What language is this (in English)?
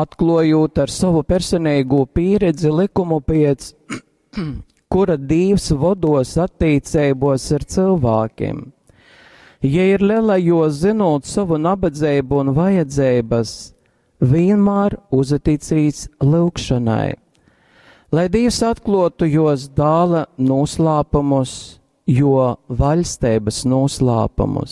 Latgalian